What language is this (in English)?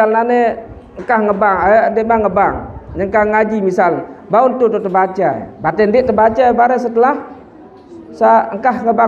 Sasak